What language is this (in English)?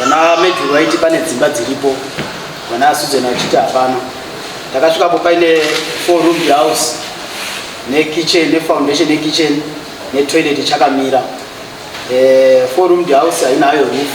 Shona